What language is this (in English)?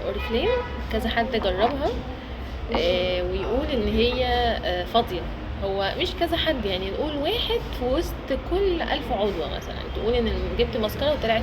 Egyptian Arabic